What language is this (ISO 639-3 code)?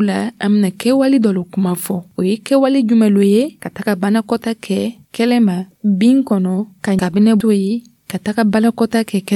dyu